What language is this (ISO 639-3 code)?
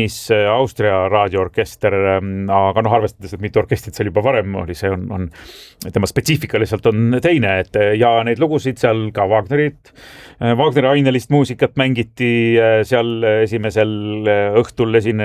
est